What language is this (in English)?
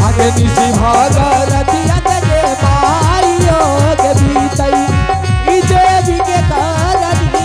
Angika